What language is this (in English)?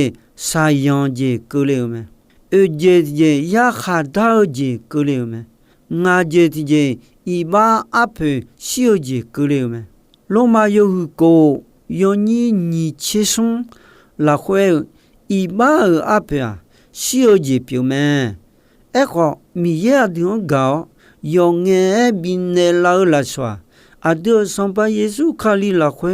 Akha